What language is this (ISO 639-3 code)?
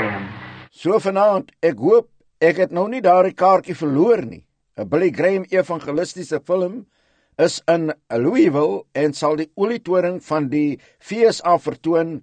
afr